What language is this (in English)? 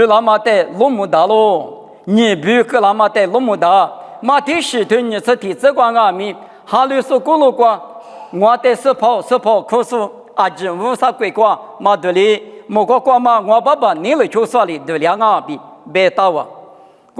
Lisu